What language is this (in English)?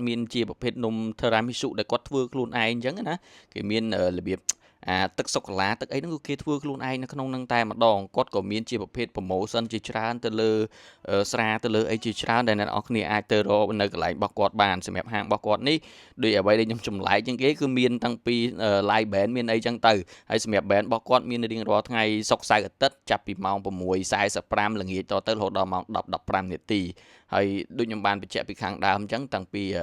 Khmer